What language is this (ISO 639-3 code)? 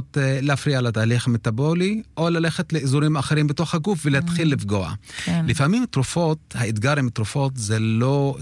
heb